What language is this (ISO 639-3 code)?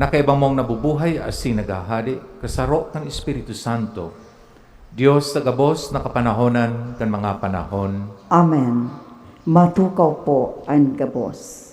bik